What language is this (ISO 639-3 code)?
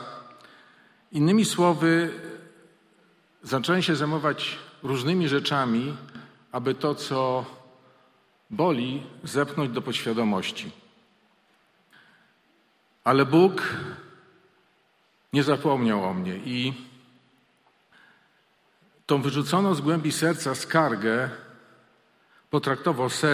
pol